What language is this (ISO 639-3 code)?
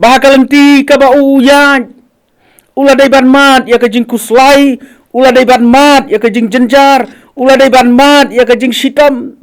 kha